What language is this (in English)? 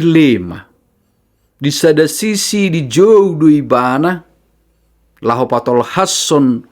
Batak Toba